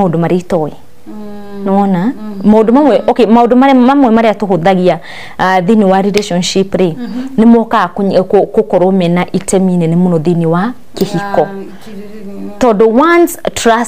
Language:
Kikuyu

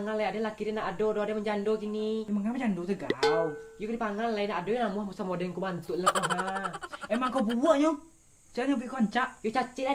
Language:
Minangkabau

